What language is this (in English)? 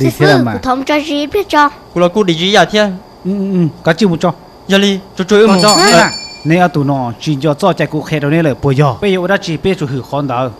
Hmong